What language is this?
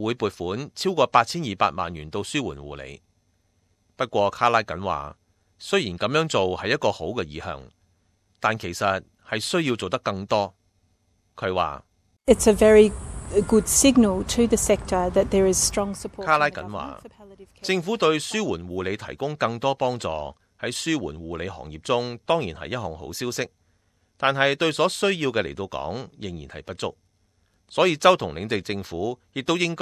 Cantonese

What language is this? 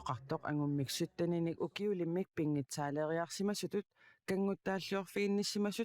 Kalaallisut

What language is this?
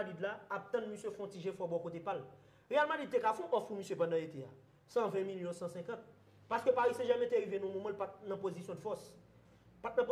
Haitian Creole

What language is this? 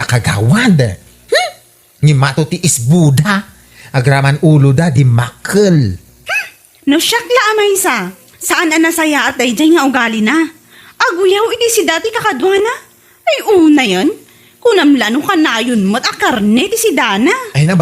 Iloko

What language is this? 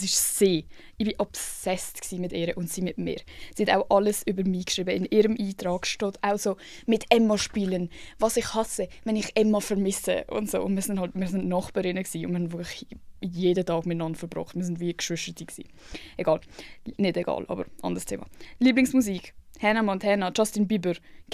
Swiss German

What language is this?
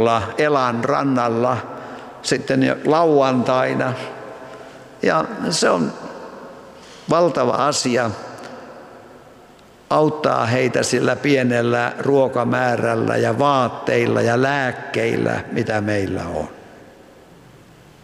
Finnish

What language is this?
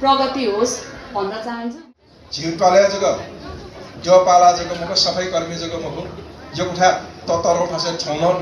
Newari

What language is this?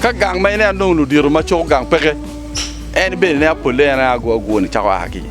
Acoli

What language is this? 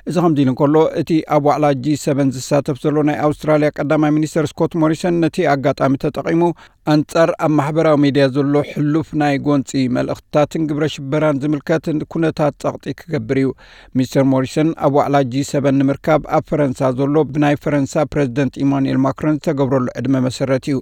Tigrinya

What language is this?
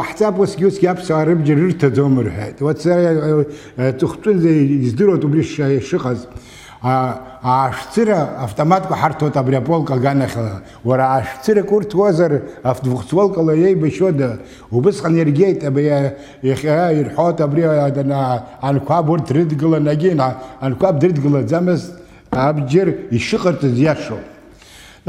Abkhazian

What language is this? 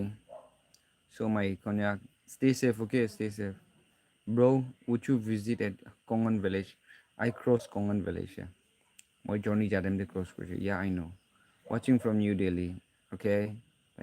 Naga Pidgin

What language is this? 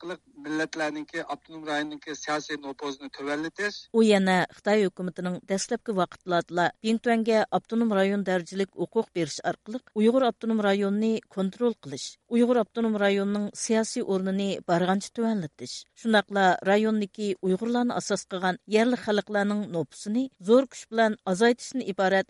Uyghur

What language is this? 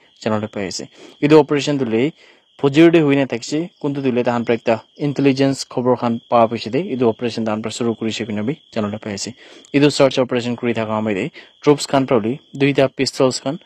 Naga Pidgin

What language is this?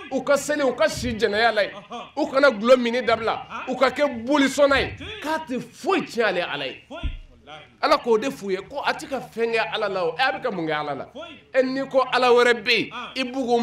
Bambara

